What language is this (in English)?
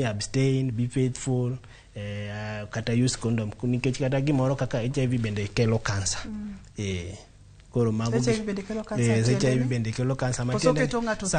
Luo (Kenya and Tanzania)